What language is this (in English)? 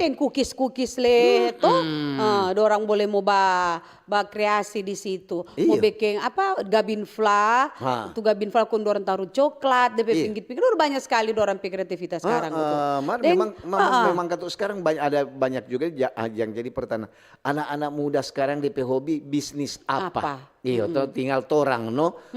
Manado Malay